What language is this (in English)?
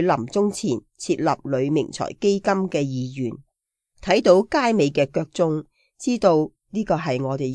Cantonese